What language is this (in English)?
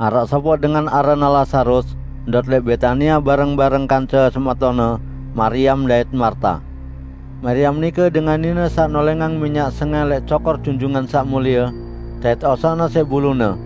Sasak